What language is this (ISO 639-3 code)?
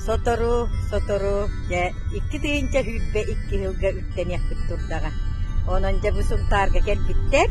sah